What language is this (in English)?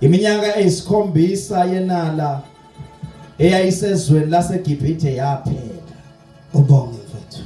Zulu